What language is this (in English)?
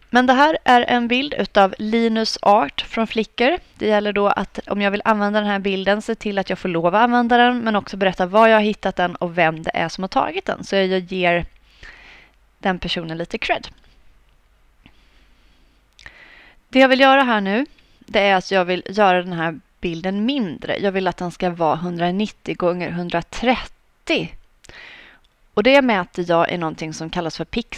Swedish